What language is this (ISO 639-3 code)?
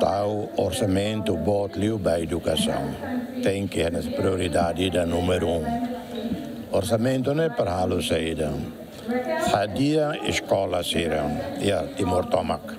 tet